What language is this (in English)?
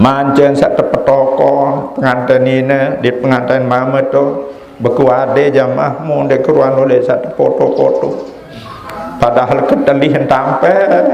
Sasak